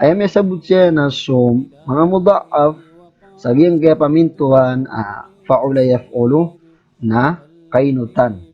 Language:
Maranao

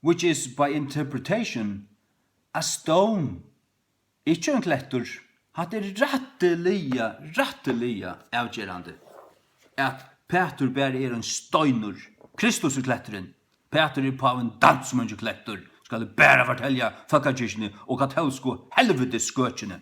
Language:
Faroese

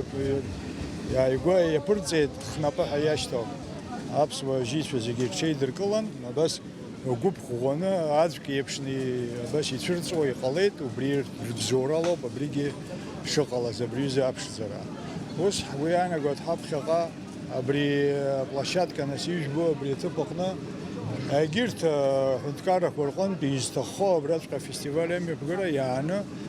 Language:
Abkhazian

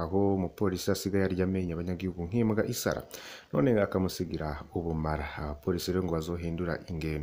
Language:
Rundi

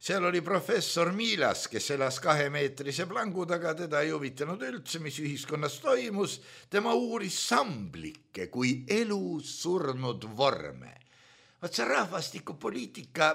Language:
Estonian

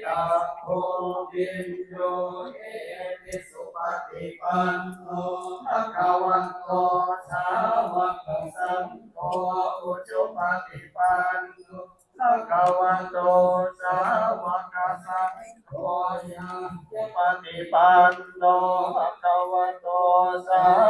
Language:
Pali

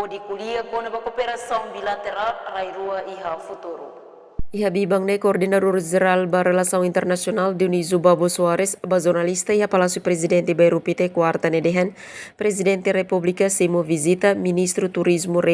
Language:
Tetum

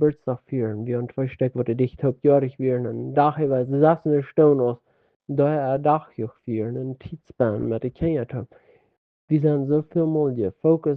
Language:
Plautdietsch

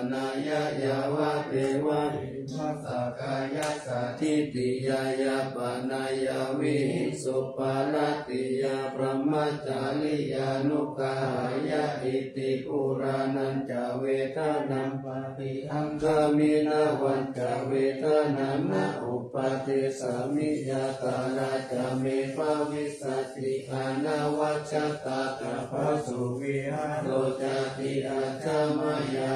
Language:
Pali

